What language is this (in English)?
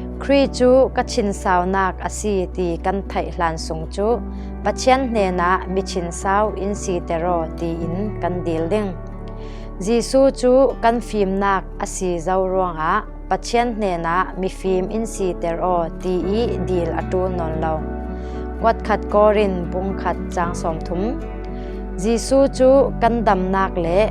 Falam Chin